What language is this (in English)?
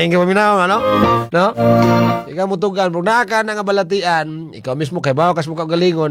Cebuano